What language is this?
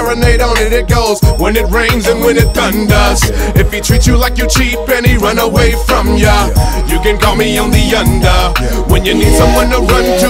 English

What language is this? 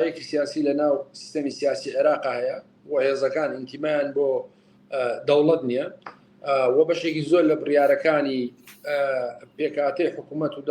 Central Kurdish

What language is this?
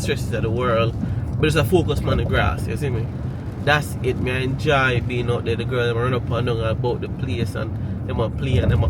Jamaican Creole English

